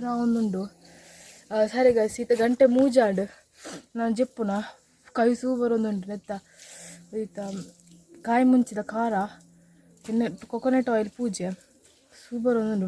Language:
Tulu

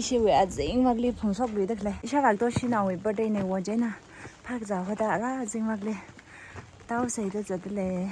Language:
Tangkhul Naga (India)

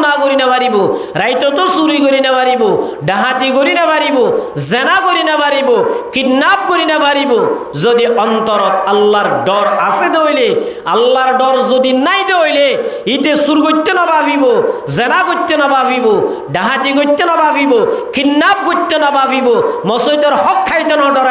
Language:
Rohingya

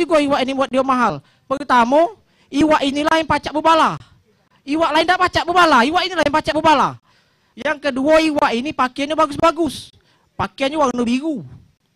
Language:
Musi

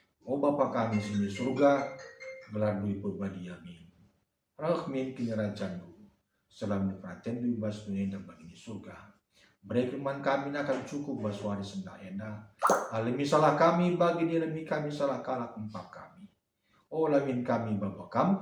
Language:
Batak Karo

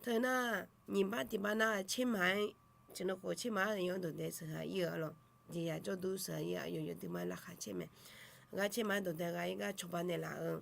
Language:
Akha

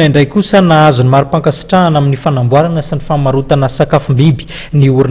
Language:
Malagasy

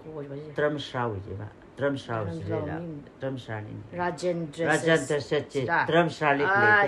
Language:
Tangkhul Naga (India)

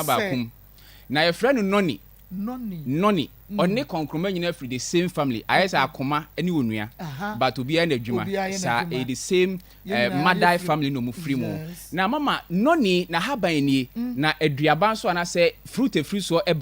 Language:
Akan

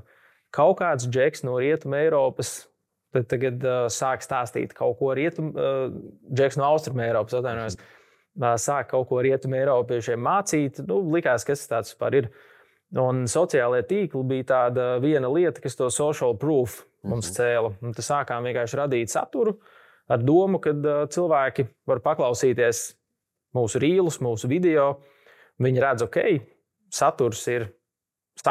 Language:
Latvian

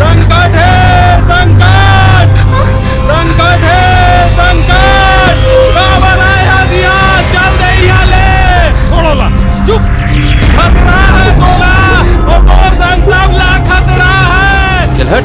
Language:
Chhattisgarhi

